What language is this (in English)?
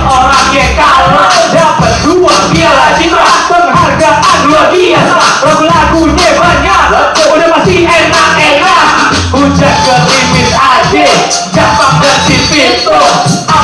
Betawi